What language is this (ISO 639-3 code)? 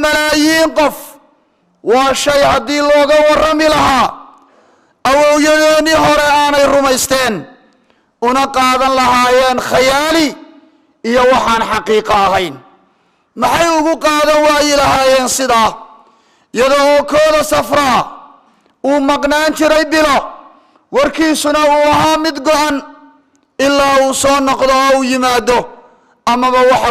som